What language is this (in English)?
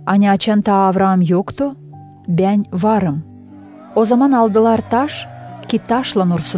Gagauz